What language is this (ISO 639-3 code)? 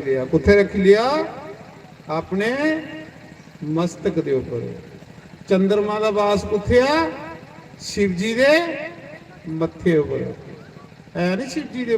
doi